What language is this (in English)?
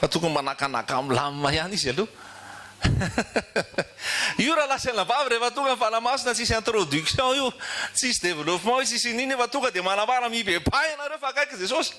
Malagasy